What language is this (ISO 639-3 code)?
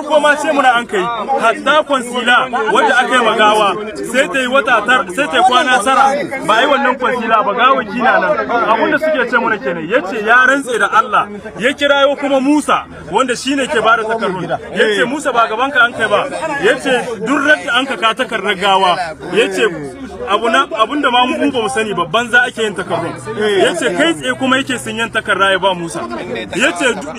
hau